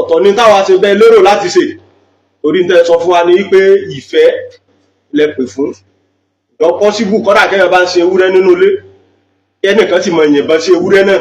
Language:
Yoruba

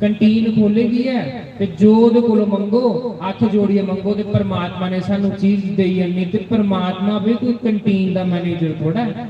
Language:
Dogri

